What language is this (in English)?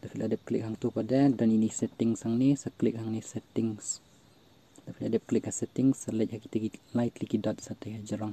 Khasi